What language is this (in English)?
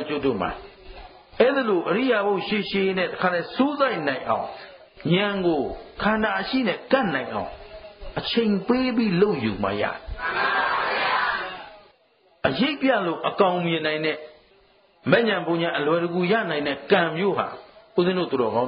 Burmese